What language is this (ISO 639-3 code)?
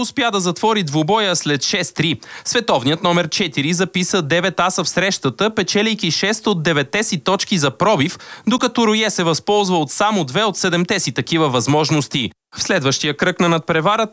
bul